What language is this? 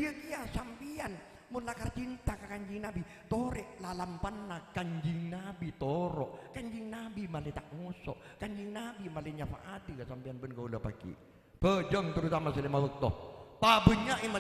Madurese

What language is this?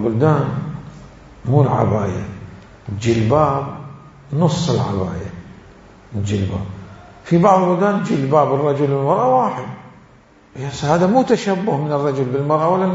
Mesopotamian Arabic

